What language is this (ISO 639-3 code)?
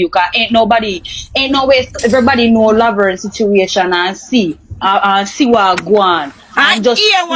jam